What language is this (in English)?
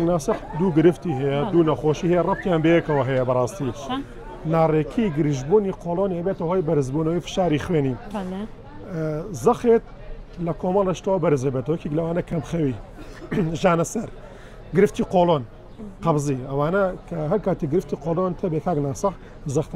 Central Kurdish